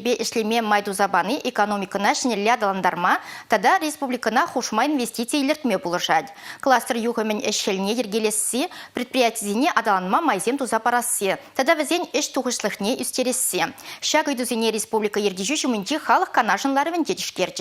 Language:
Chuvash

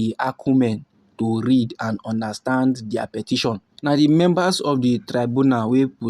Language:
Nigerian Pidgin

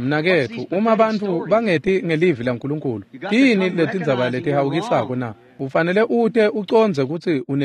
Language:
Swati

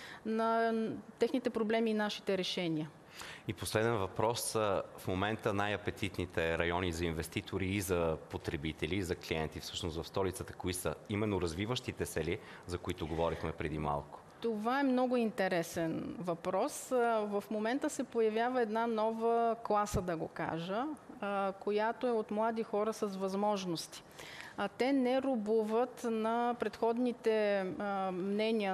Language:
Bulgarian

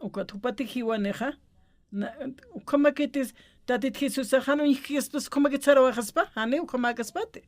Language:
Aymara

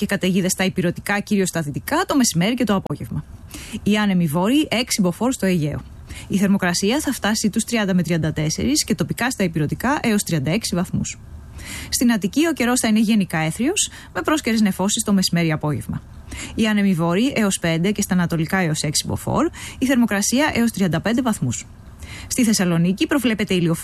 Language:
Greek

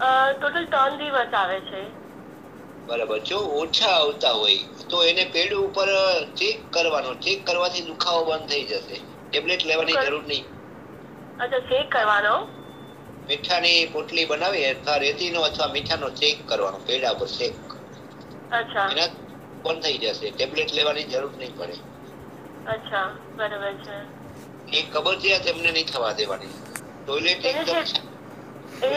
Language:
Gujarati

